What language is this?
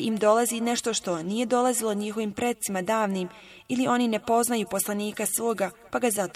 Bosnian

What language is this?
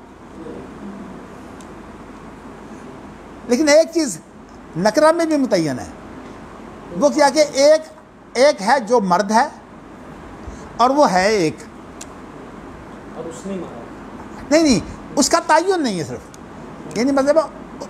Urdu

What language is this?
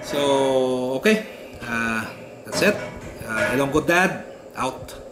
Hiligaynon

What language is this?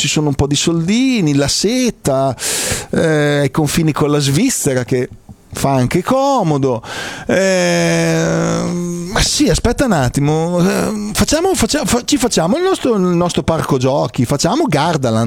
Italian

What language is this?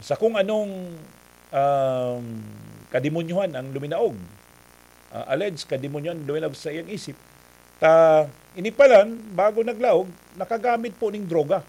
Bikol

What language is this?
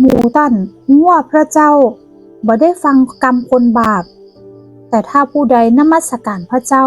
Northern Thai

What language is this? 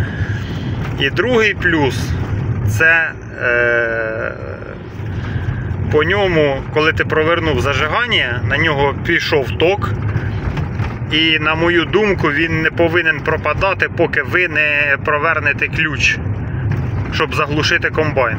Ukrainian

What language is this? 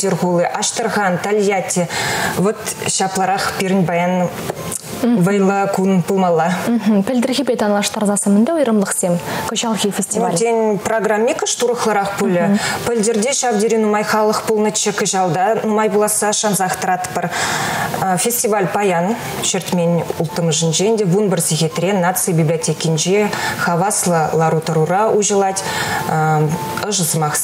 Chuvash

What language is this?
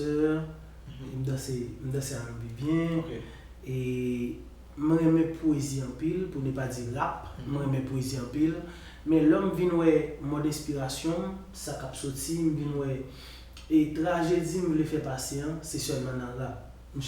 Haitian Creole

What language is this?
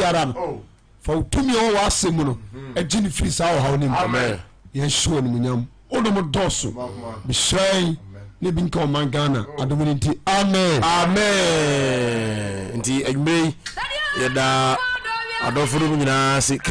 Akan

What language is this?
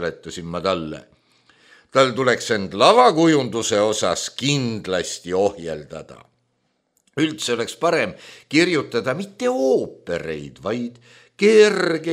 Estonian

